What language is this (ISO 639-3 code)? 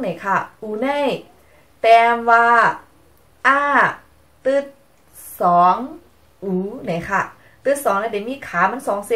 shn